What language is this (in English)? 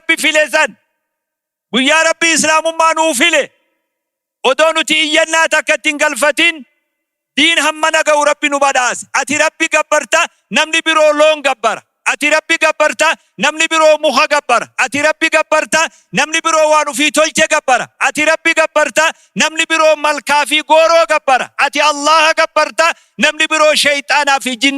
Oromo